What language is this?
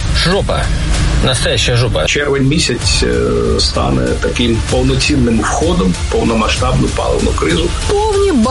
Ukrainian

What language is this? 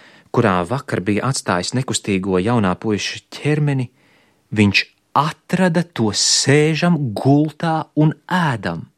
Latvian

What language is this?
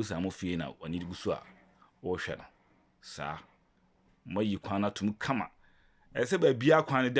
Akan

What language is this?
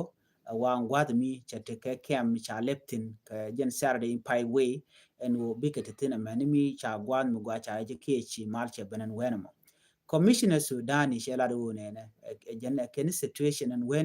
Nuer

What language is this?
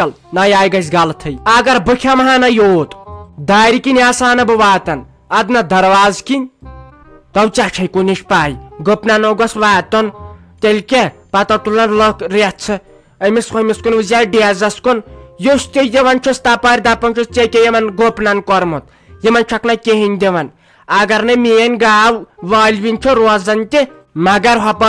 Kashmiri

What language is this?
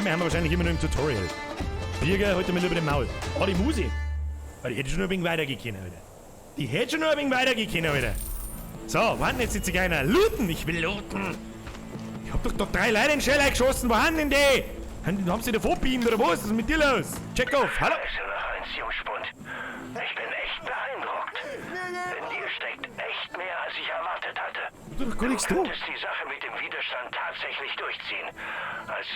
Bavarian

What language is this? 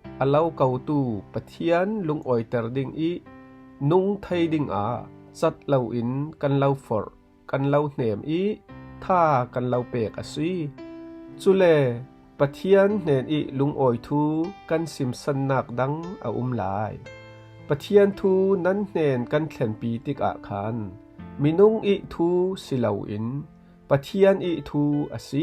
Falam Chin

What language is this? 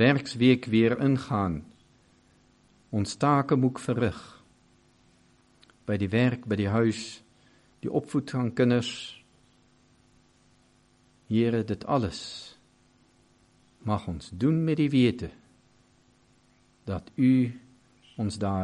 Afrikaans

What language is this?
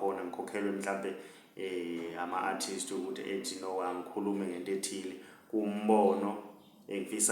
Zulu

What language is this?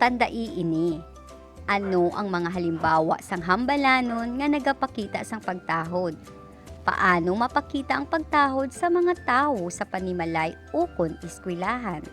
Hiligaynon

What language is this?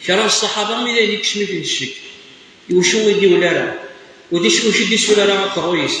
Kabyle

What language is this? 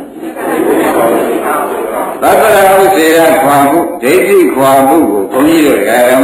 Burmese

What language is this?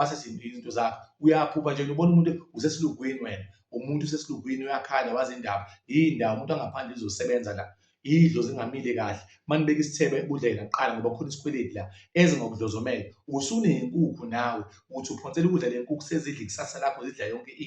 Zulu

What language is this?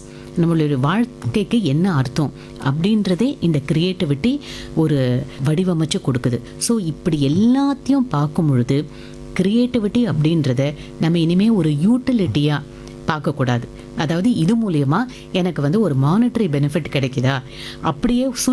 Tamil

